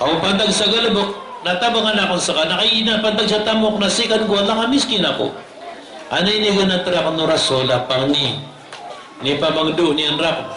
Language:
Maranao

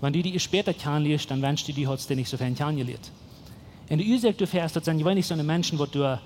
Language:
Plautdietsch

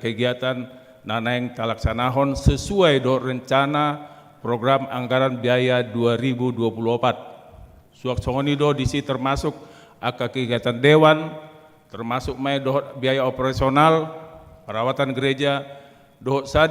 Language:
Batak Toba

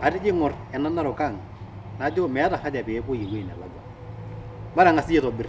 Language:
Masai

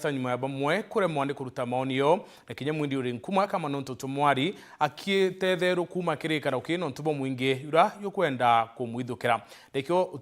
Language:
Meru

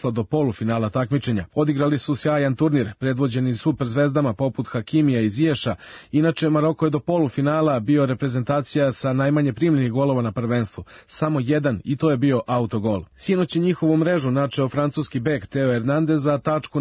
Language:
Serbian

